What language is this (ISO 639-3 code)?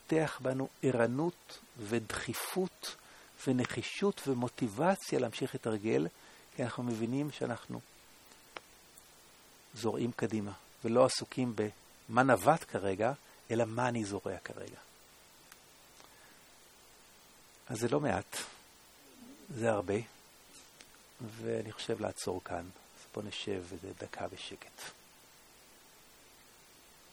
heb